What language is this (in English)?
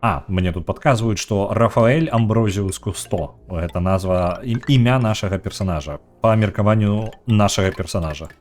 Belarusian